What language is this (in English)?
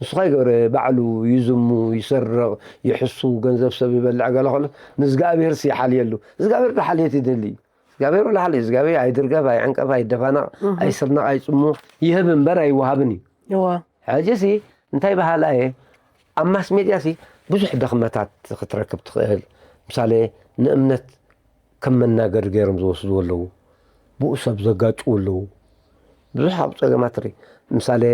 Tigrinya